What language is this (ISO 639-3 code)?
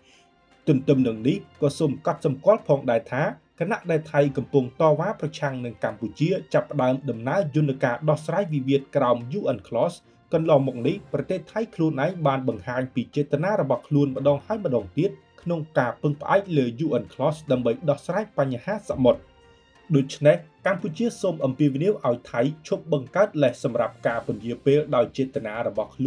khm